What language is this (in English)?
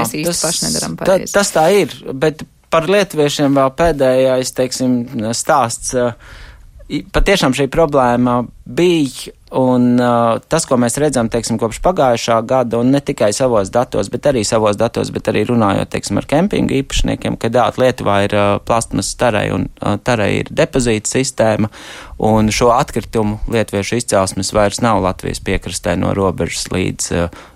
Latvian